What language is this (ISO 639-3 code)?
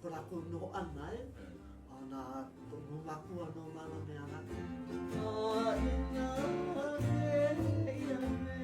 haw